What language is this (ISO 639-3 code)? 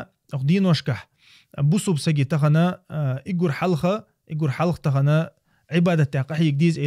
che